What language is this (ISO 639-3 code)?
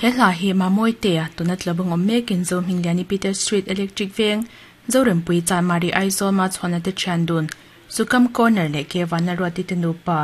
lus